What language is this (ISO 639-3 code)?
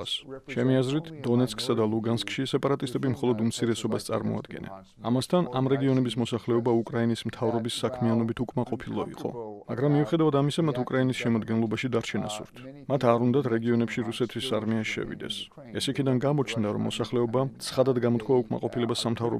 kat